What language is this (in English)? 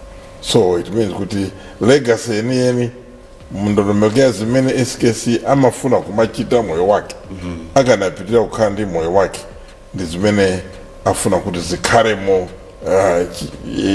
Nyanja